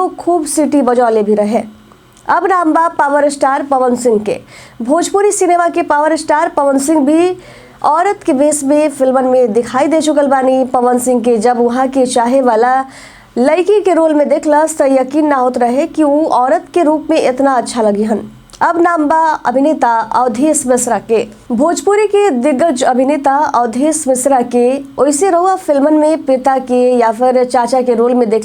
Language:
Bhojpuri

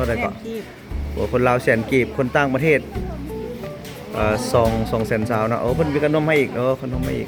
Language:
Lao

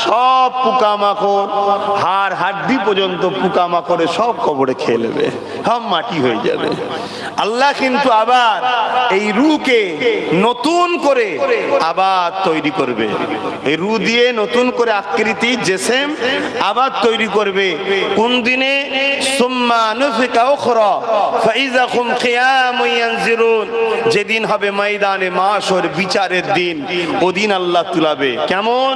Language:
Bangla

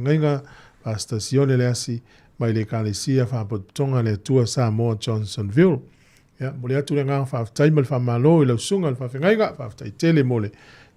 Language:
Samoan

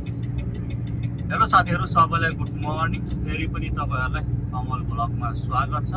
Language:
Nepali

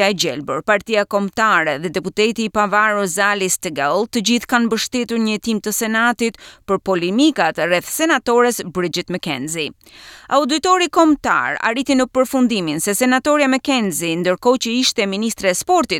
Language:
Albanian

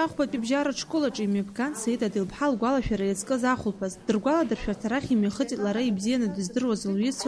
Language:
Abkhazian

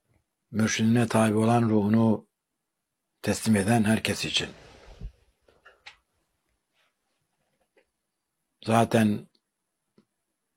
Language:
Turkish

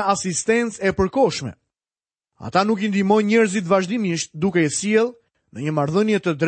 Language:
Albanian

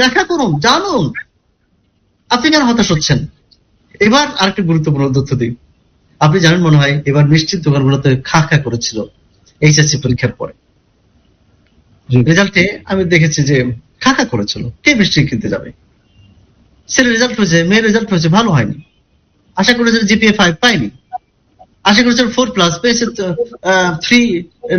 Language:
Bangla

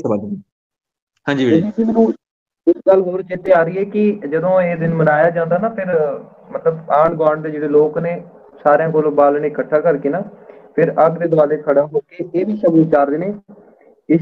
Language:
Punjabi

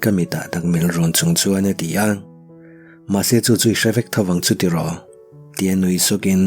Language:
Mizo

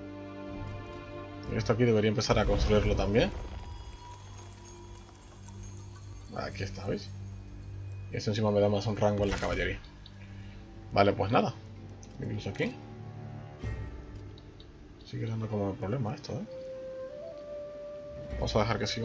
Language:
Spanish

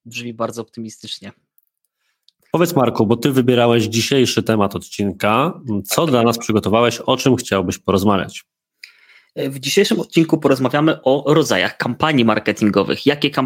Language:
Polish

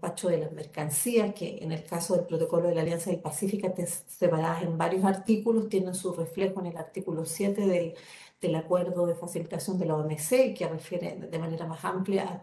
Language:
Spanish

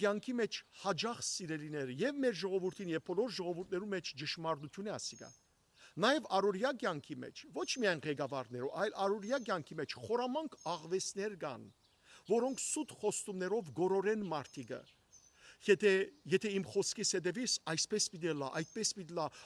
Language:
Western Armenian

